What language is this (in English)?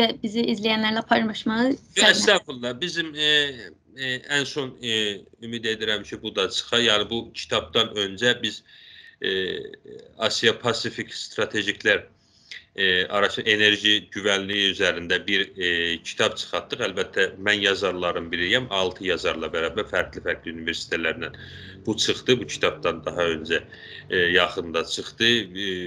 South Azerbaijani